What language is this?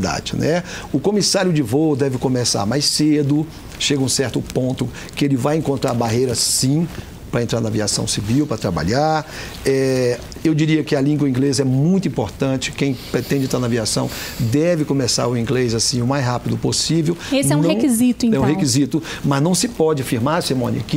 Portuguese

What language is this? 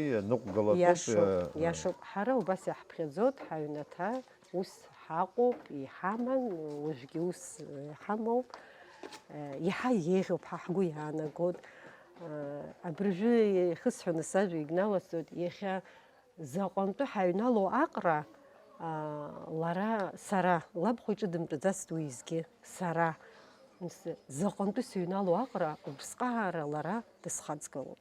Abkhazian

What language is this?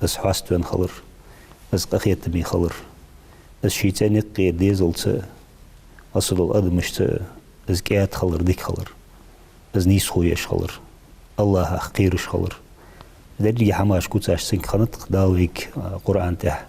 Ingush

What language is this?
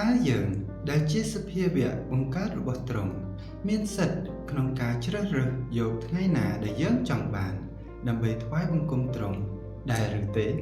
Khmer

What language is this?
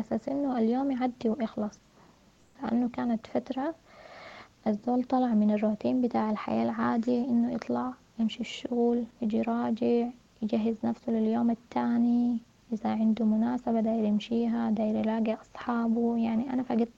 Sudanese Arabic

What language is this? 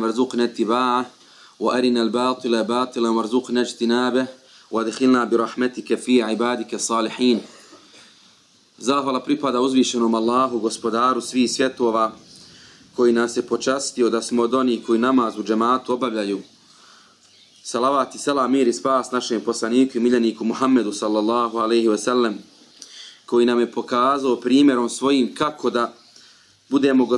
Bosnian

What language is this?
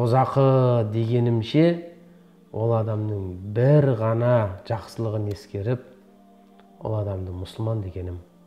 Kazakh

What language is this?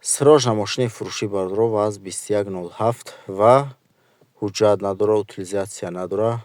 Tajik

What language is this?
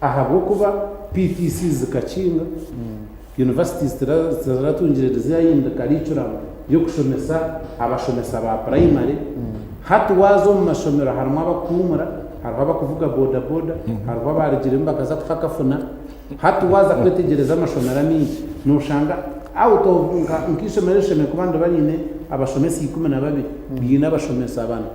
Nyankole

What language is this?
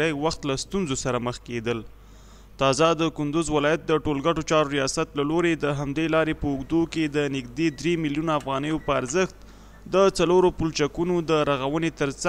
Pashto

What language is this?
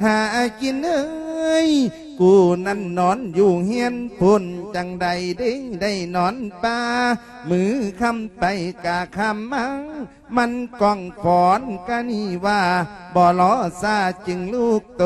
Lao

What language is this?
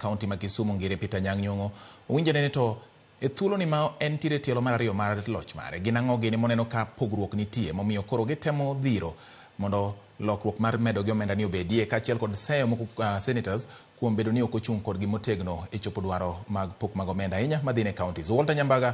Luo (Kenya and Tanzania)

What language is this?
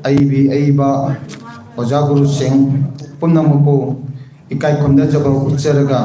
Manipuri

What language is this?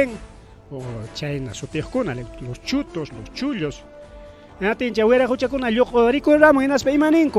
Ayacucho Quechua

